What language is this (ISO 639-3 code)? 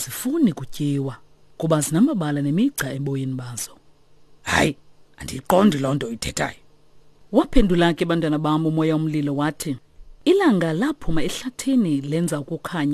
xho